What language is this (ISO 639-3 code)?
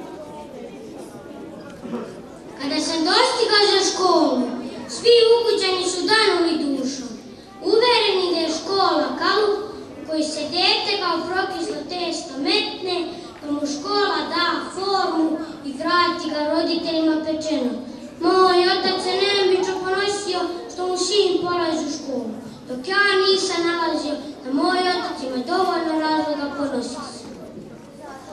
srp